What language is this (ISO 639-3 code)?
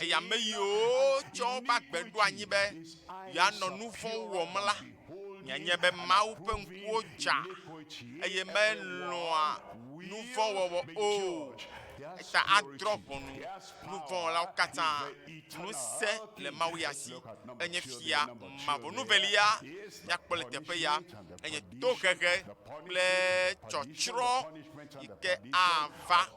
ewe